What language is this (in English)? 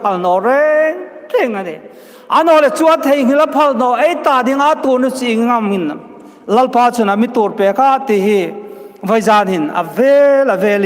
Hmar